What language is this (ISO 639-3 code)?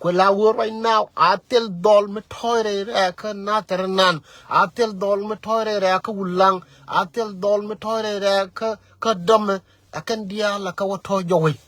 nus